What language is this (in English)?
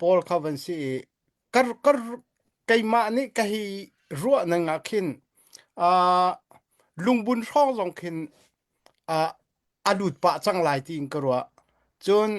Hakha Chin